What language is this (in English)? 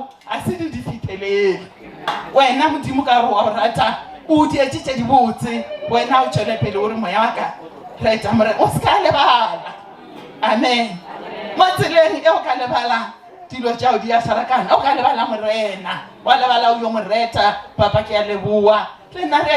Northern Sotho